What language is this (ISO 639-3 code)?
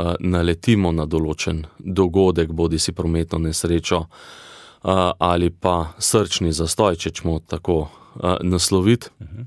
slv